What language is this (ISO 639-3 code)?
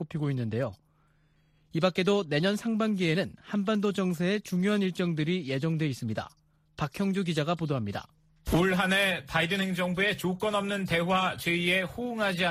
kor